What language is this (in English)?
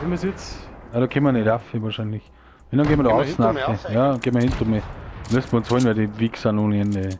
Bavarian